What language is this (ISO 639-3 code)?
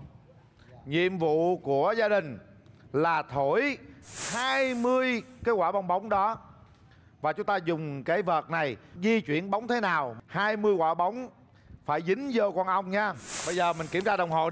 vie